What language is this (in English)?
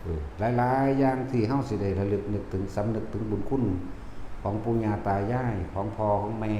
Northeastern Thai